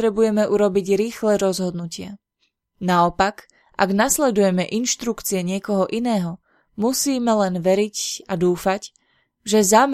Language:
Slovak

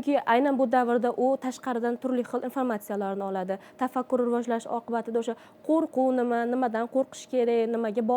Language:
Uzbek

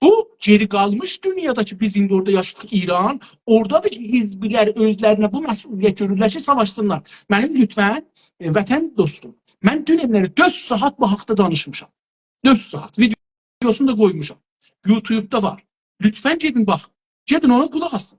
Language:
South Azerbaijani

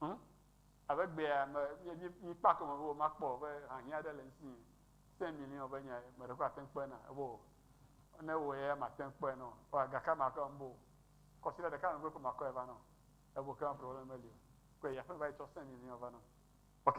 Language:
Ewe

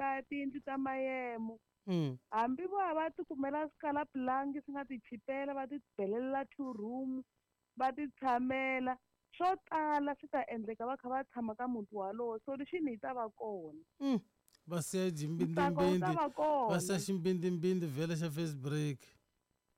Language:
Tsonga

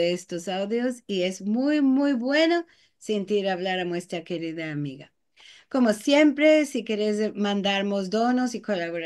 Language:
Ladino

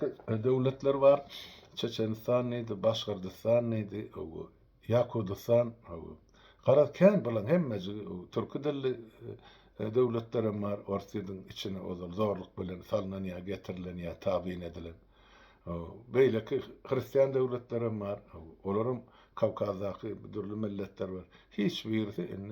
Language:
Turkmen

